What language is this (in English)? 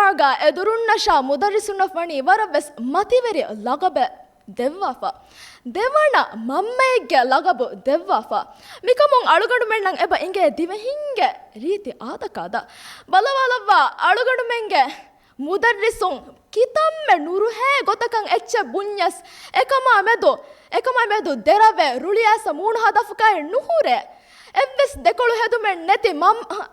Divehi